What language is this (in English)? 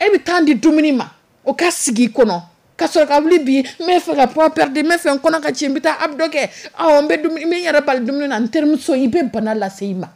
Dyula